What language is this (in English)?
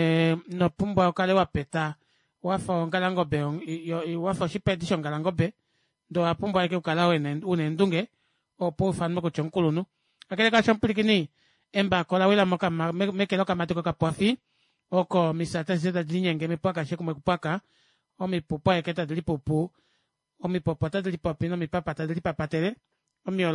Kuanyama